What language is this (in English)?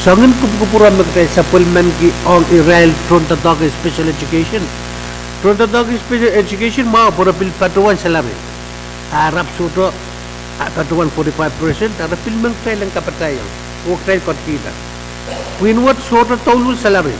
Pohnpeian